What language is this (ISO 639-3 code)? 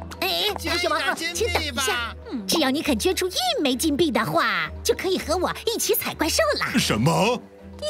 zho